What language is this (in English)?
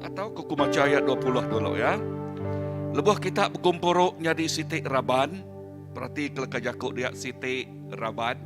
Iban